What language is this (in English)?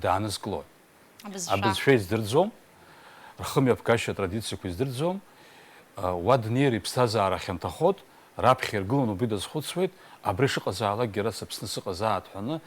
Abkhazian